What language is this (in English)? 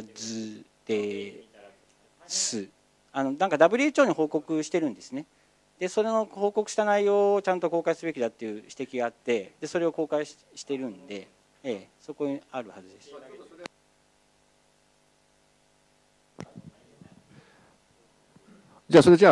Japanese